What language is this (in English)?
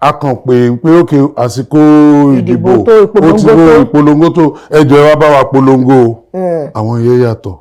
Yoruba